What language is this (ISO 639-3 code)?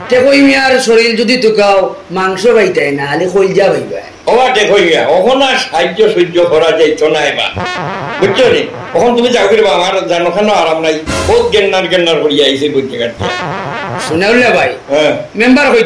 syl